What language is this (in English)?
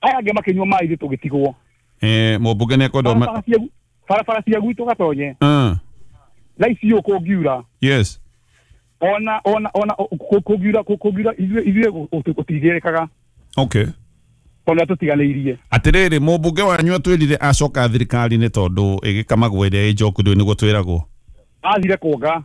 Kikuyu